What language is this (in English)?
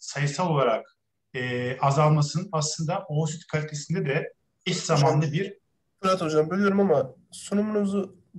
Turkish